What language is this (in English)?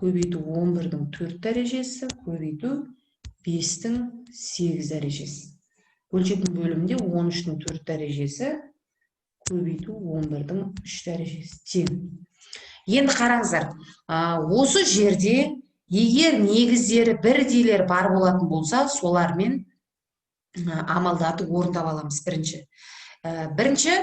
Kazakh